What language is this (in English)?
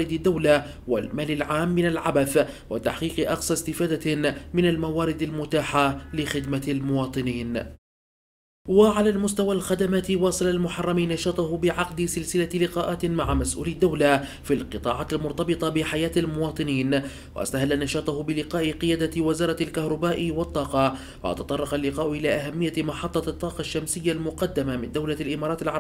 Arabic